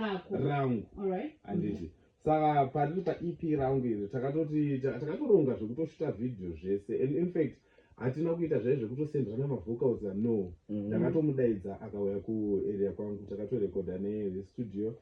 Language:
Shona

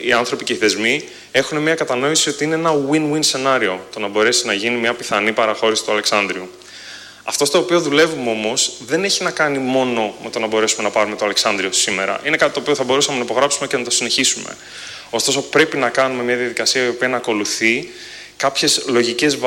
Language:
Greek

